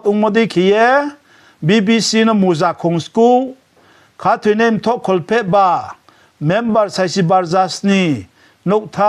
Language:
Riang (India)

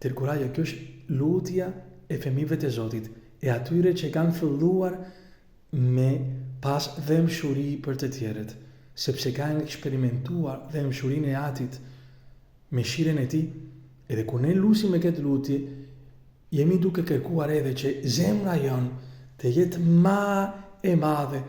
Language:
Albanian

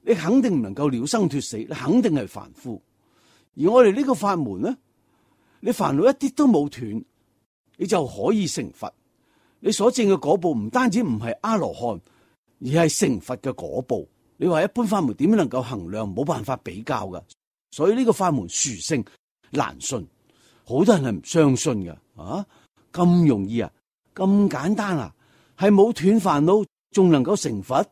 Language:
Cantonese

